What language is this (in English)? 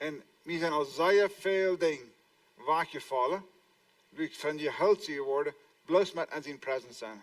Plautdietsch